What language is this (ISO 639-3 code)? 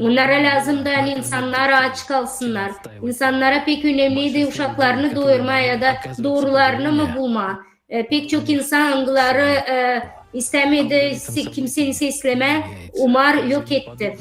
gag